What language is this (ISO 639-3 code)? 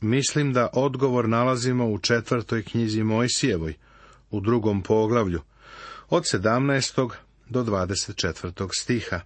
srp